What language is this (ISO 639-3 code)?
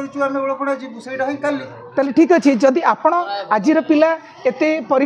ori